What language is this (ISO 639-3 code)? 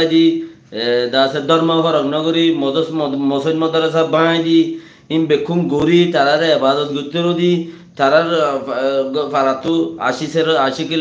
rhg